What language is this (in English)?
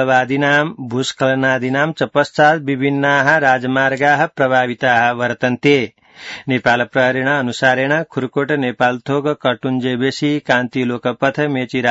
Sanskrit